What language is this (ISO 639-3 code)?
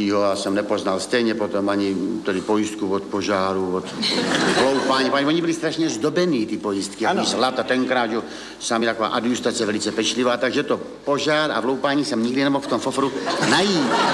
ces